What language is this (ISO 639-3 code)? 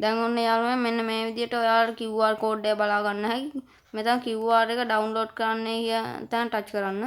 sin